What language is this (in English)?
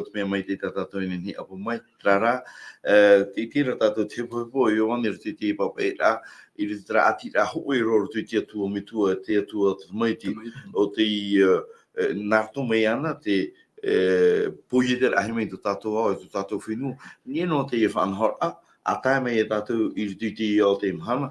Tahitian